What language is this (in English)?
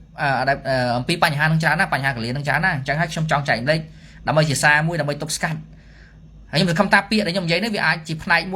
Khmer